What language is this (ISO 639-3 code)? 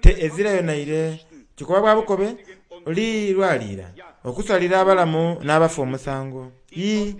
xog